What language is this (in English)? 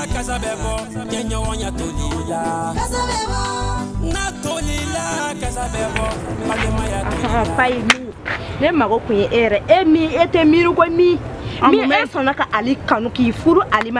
Bambara